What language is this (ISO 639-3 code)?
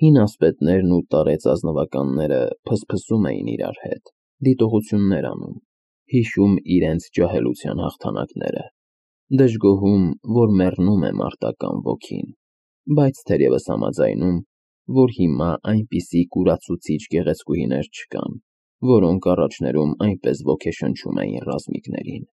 hye